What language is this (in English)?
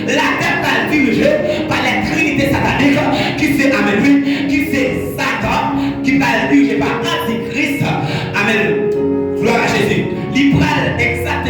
Haitian Creole